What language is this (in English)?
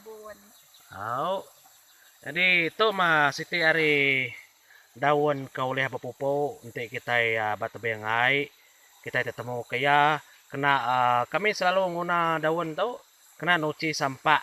Iban